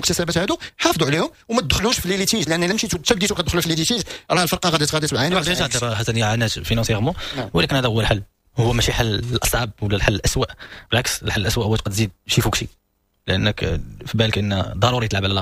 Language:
Moroccan Arabic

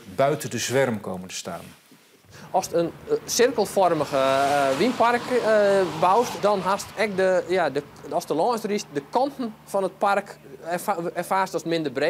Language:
Western Frisian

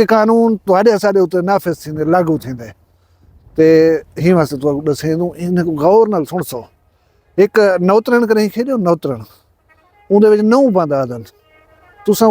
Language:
Saraiki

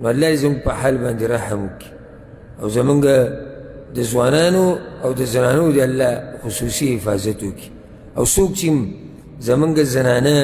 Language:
Pashto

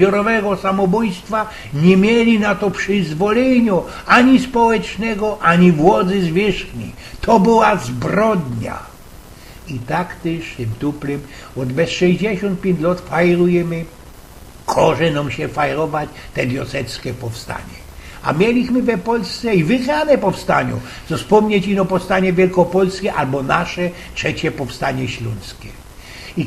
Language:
Silesian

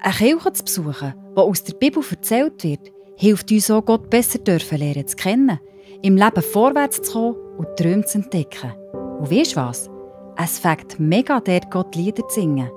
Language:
Swiss German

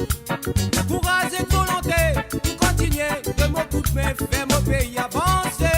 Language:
Morisyen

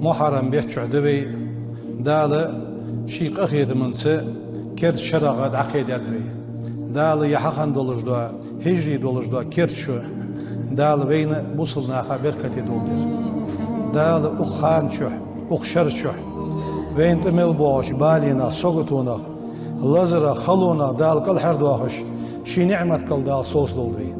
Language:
Ingush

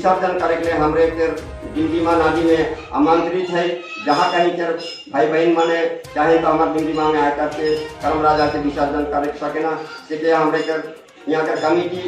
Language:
Sadri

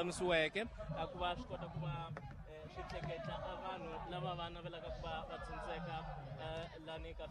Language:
Tsonga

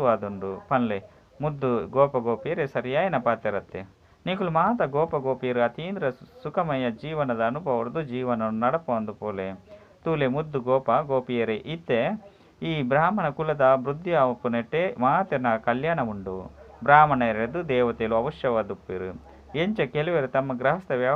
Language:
Tulu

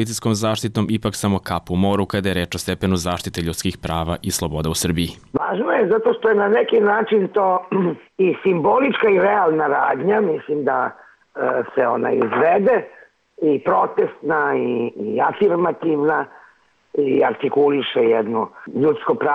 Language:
Serbian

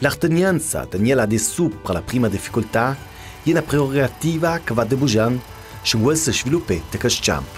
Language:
Ladin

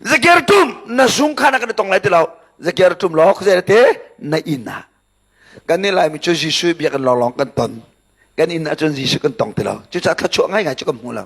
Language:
Hakha Chin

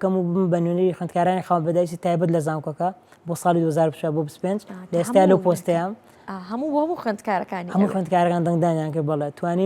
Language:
Central Kurdish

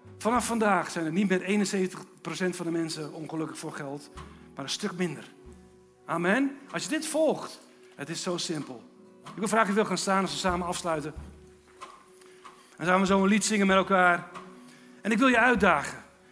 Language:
Dutch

